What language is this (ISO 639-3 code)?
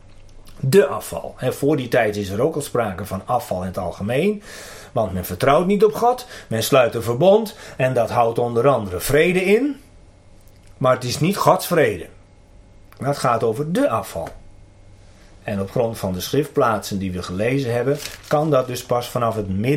nld